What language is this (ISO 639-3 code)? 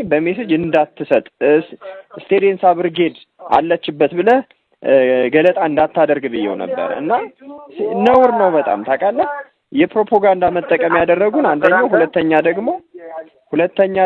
amh